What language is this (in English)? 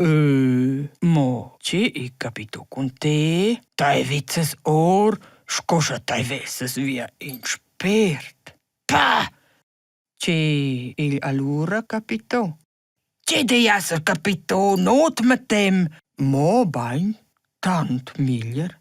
Romansh